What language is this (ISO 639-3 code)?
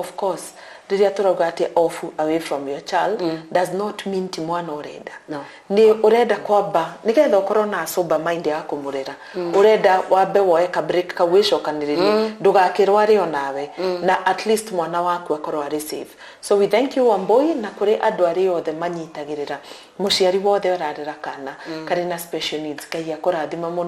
kik